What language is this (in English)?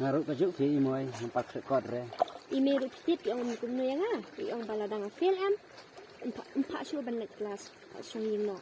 Khasi